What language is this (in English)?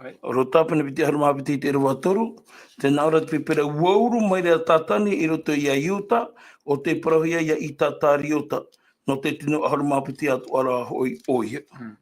Tahitian